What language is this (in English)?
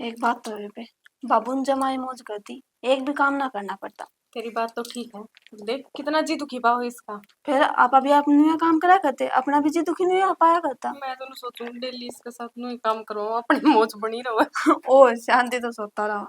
Haryanvi